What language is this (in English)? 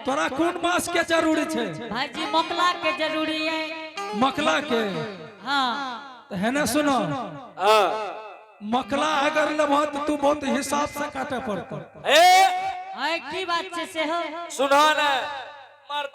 Angika